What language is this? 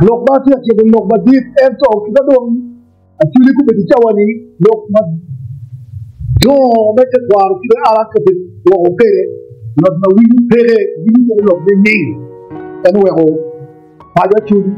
Acoli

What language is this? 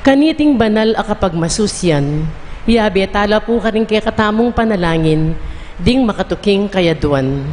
Pampanga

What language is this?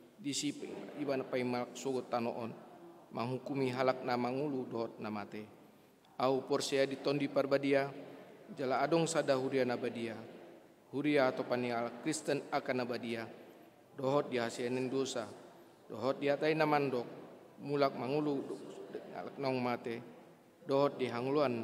Batak Toba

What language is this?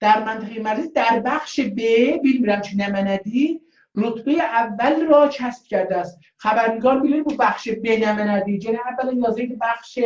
South Azerbaijani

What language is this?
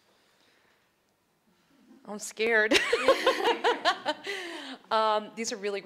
English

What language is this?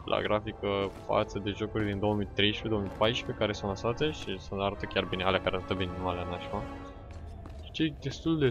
Romanian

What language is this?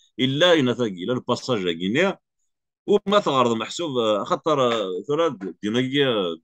Kabyle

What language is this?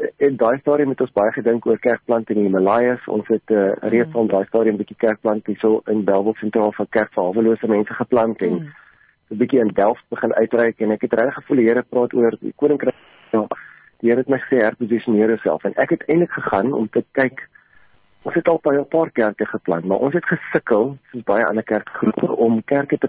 Afrikaans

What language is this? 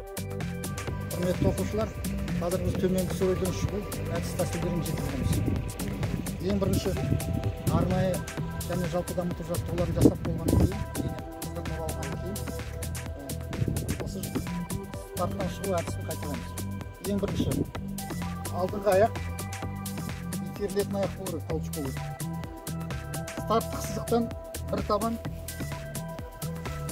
Kazakh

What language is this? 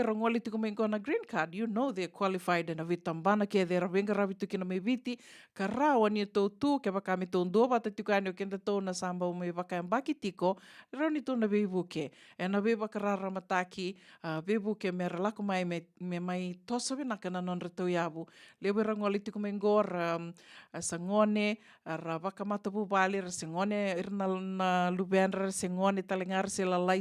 Fijian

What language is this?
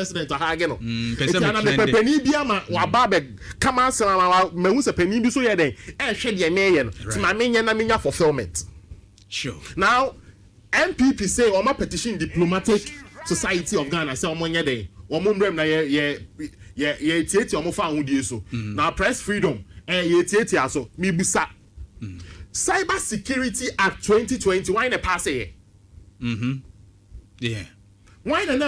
Akan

